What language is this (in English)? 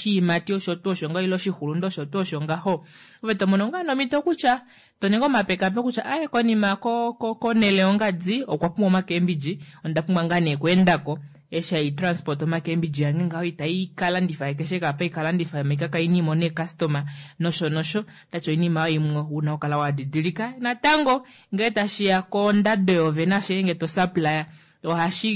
Kuanyama